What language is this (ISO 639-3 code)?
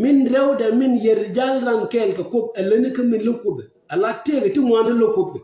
nus